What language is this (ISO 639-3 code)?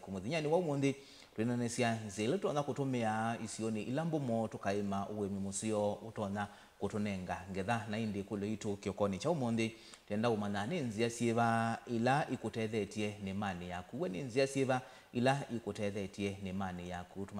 kam